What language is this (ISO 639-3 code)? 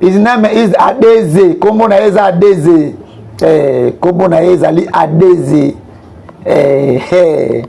lin